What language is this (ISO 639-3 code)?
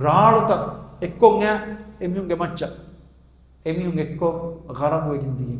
div